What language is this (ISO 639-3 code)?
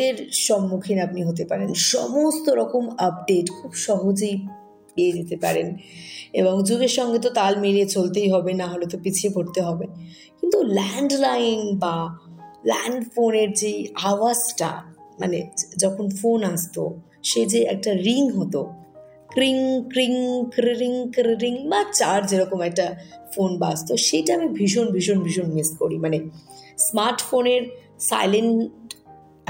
ben